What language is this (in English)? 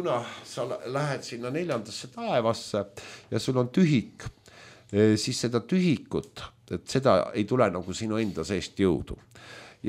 Estonian